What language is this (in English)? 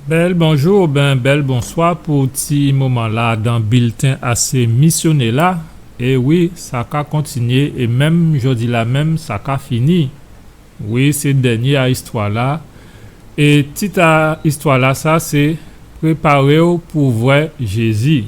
Guadeloupean Creole French